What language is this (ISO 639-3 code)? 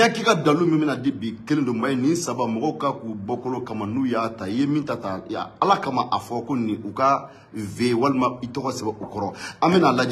bam